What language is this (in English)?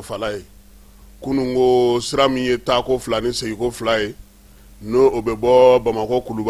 Bambara